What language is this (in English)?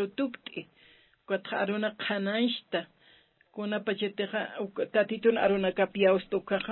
Aymara